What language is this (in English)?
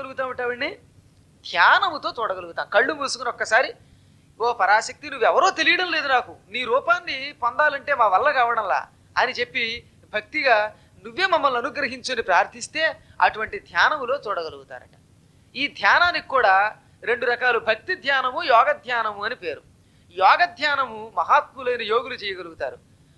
Telugu